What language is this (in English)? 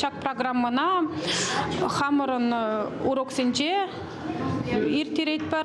Chuvash